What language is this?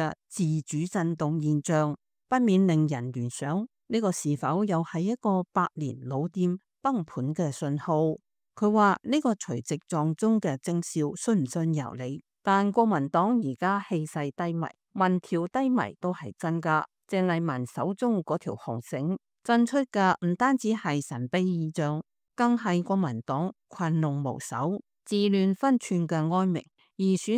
Cantonese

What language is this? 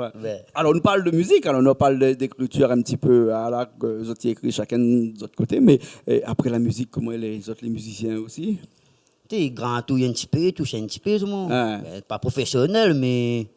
Réunion Creole French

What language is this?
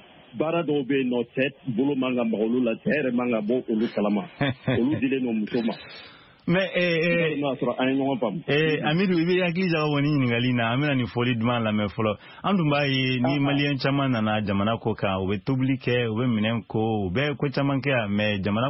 Bambara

